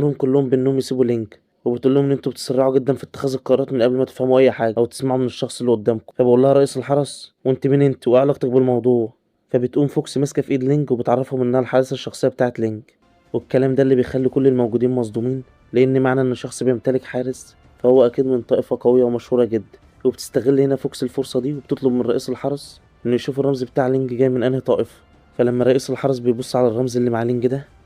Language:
Egyptian Arabic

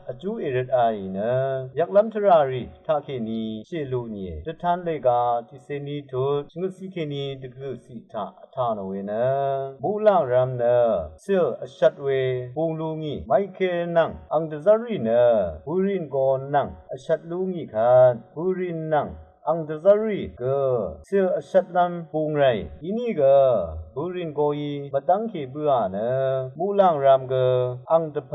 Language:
Rawang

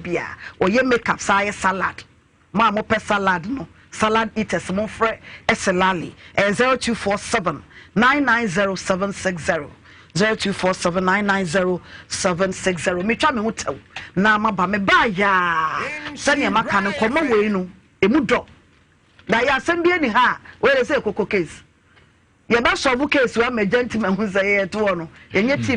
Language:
Akan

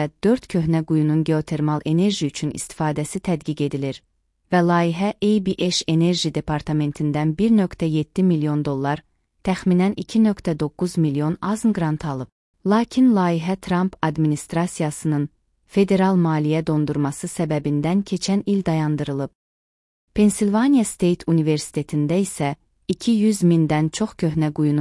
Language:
Azerbaijani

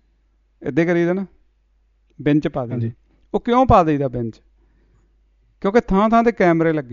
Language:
Punjabi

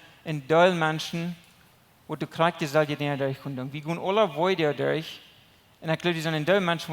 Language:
Plautdietsch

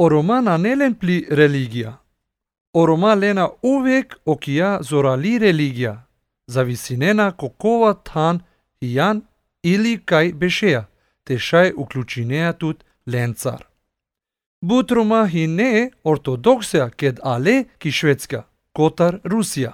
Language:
Slovenian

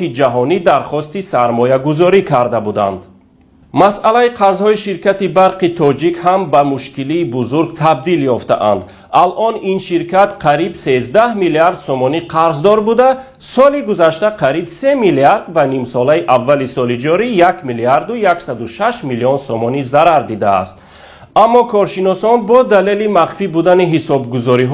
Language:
Tajik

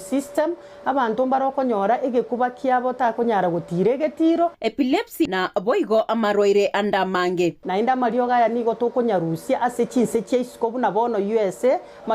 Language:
Gusii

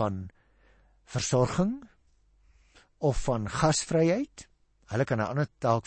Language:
Afrikaans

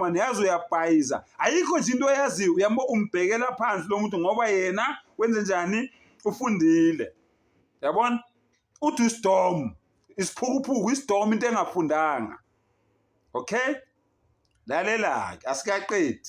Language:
Zulu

